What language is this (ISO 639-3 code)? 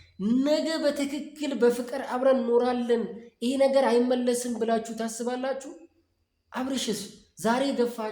amh